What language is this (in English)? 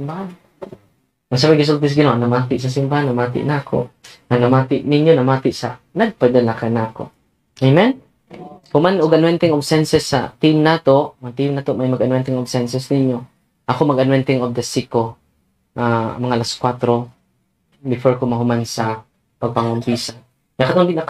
Cebuano